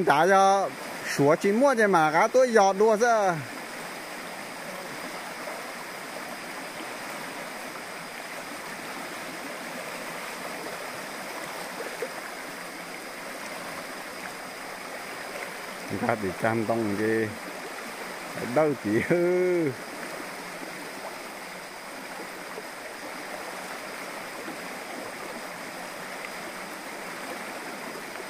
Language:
Vietnamese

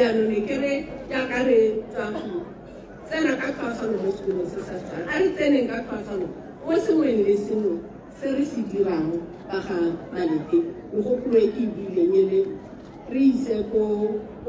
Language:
Tswana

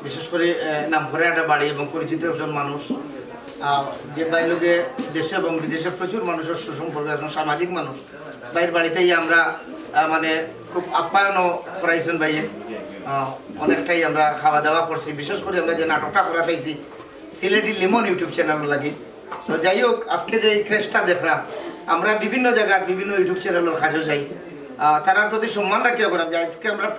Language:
Sylheti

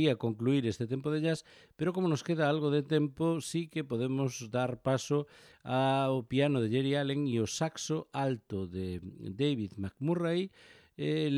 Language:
Galician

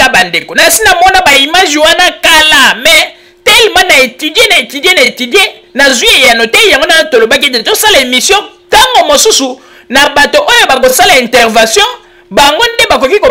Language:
Lingala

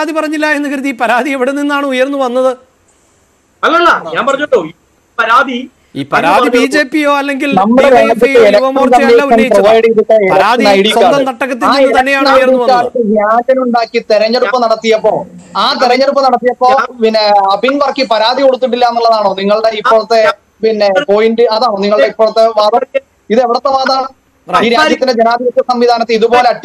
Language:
Malayalam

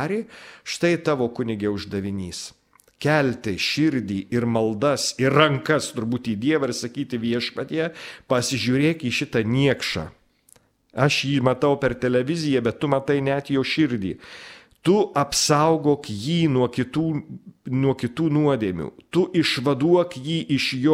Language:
Lithuanian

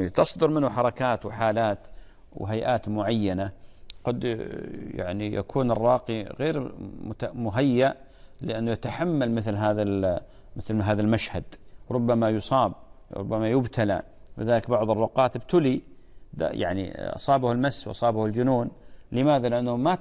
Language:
Arabic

